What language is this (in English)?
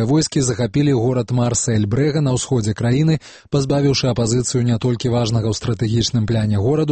Belarusian